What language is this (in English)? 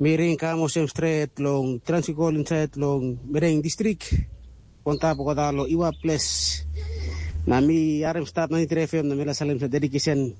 Tok Pisin